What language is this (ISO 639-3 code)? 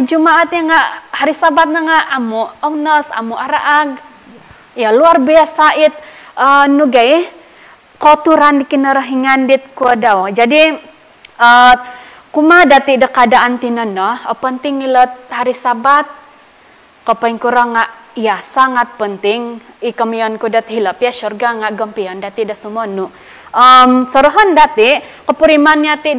dtp